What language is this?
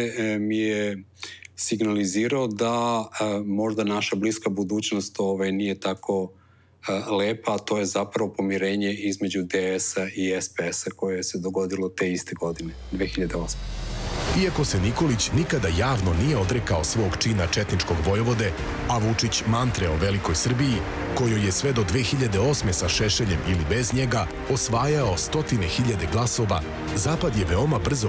Serbian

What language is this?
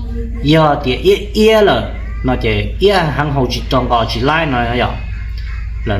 Hmong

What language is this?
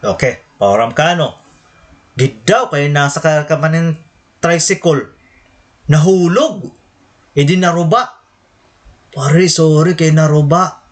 Waray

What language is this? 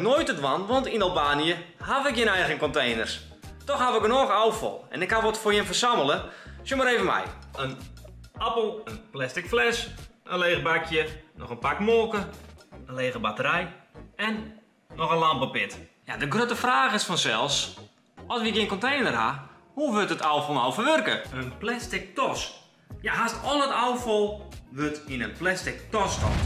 Western Frisian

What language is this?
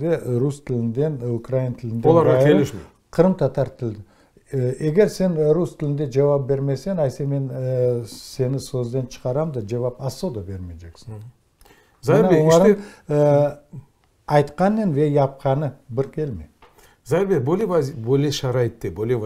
Crimean Tatar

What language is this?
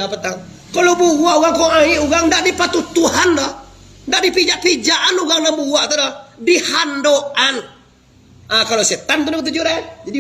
Minangkabau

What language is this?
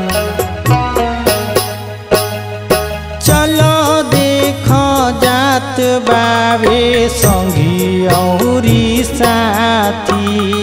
Bhojpuri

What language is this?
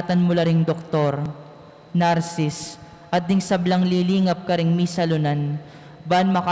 Pampanga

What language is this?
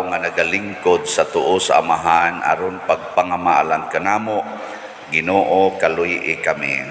Cebuano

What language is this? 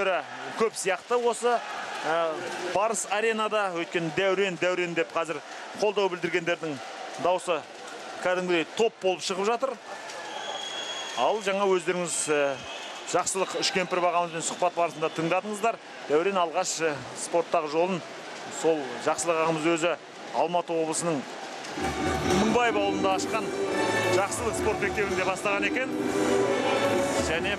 Kazakh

